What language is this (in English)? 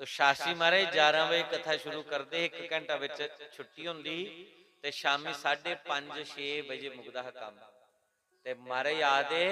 Dogri